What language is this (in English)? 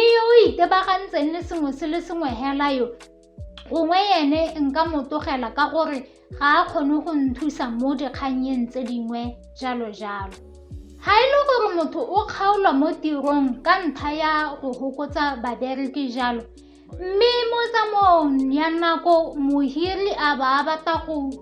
Tswana